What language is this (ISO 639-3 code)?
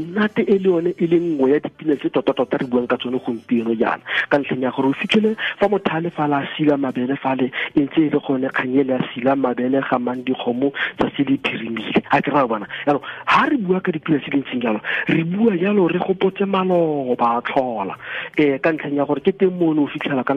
tsn